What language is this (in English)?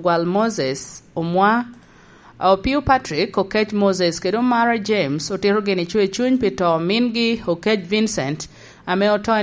Lango (Uganda)